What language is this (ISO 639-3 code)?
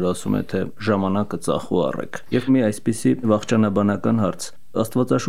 hye